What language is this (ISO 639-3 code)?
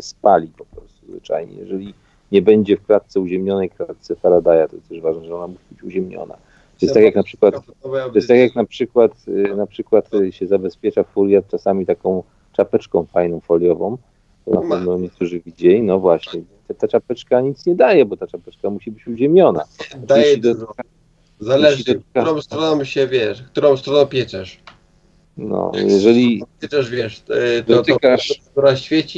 pol